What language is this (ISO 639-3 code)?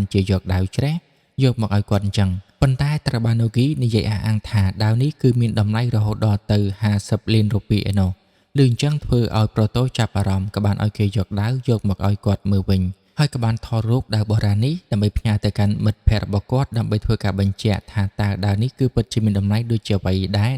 khm